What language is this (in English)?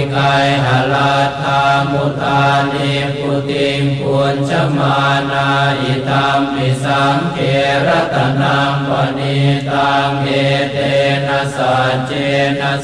Pali